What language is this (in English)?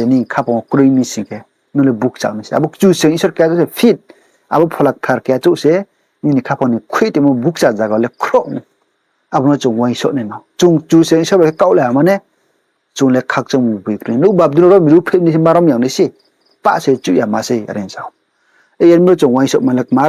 Riang (India)